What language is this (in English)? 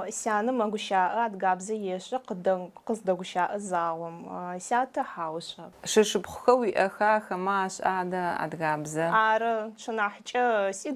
Adyghe